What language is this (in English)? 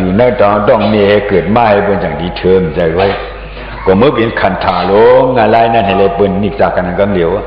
Shan